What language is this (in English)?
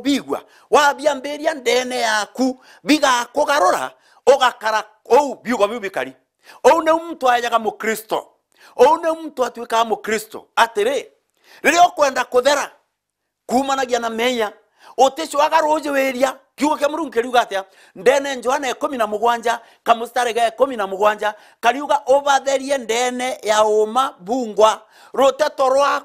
Meru